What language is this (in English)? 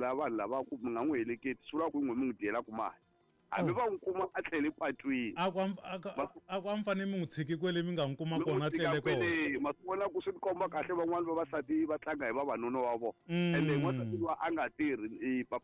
Tsonga